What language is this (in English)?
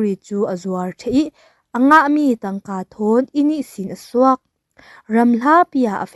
Falam Chin